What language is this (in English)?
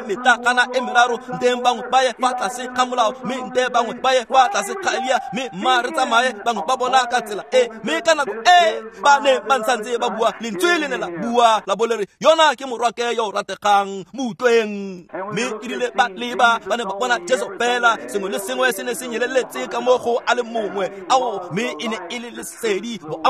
Tswana